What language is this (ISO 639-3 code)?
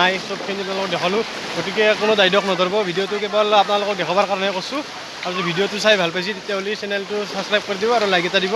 asm